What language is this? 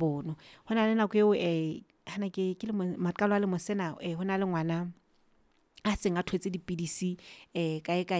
Southern Sotho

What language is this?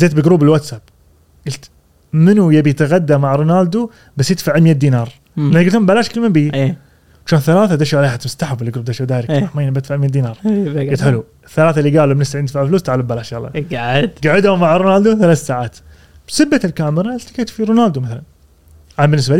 Gulf Arabic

